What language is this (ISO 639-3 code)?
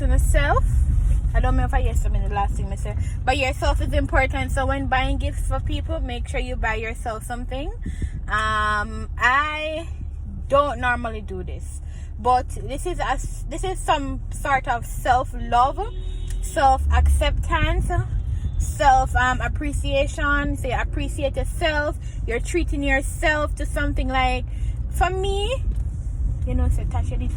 jam